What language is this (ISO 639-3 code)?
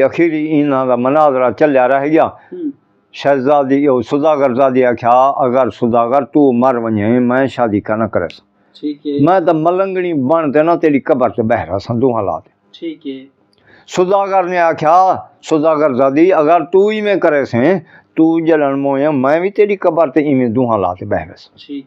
skr